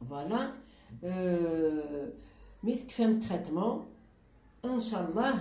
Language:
Kabyle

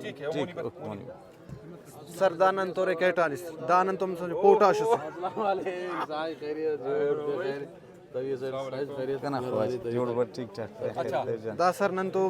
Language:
Brahui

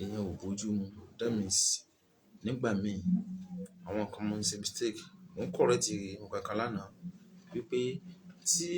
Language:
Yoruba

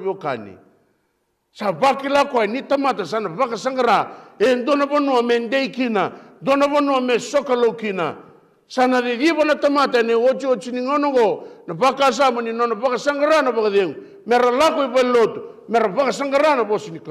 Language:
Fijian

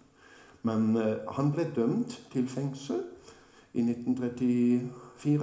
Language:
Norwegian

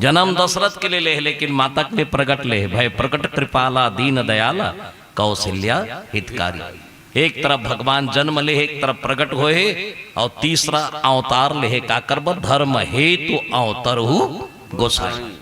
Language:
Chhattisgarhi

